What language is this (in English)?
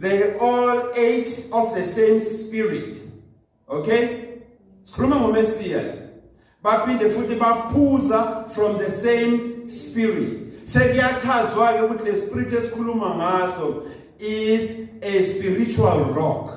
Zulu